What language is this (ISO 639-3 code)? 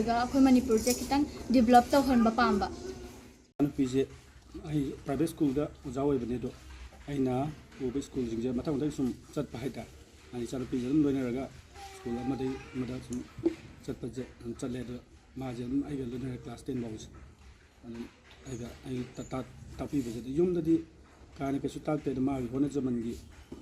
mni